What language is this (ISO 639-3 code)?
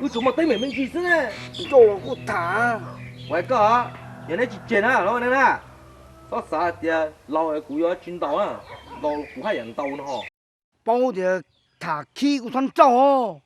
hmn